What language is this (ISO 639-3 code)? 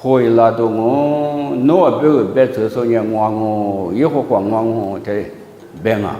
lis